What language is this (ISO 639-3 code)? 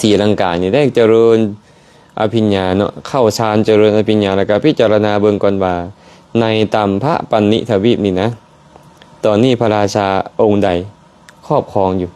lao